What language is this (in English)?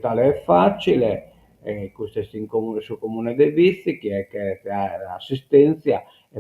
Sardinian